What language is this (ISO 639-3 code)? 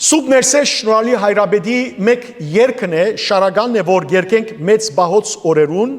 hyw